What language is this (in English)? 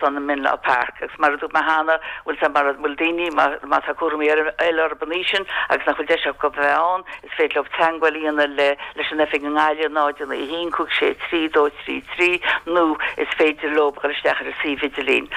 Irish